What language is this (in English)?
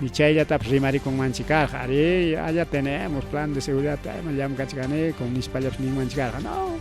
Ayacucho Quechua